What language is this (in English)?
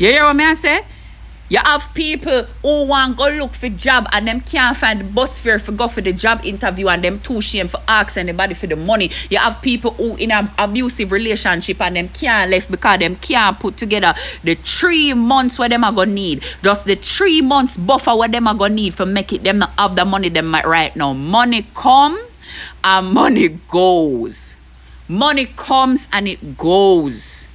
Jamaican Creole English